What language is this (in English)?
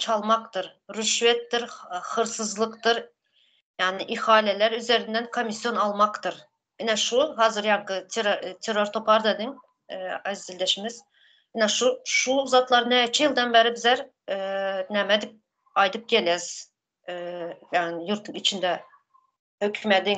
Turkmen